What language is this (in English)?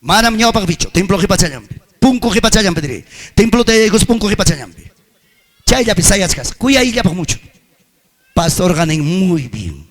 Ayacucho Quechua